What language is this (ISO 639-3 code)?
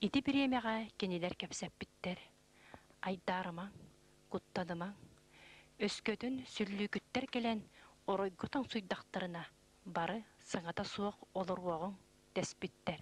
sah